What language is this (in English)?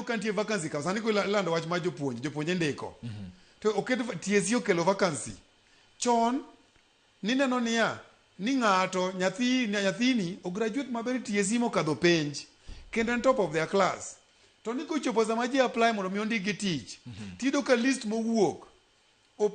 Luo (Kenya and Tanzania)